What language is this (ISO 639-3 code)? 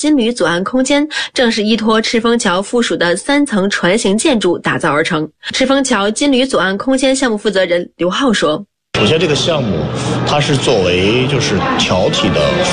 zho